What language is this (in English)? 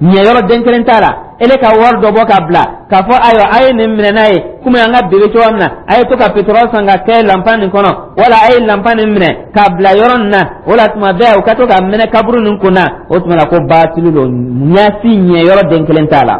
Dyula